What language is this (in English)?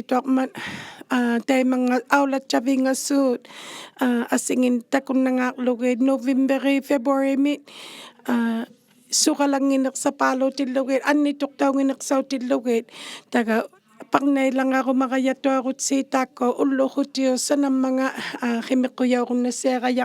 Inuktitut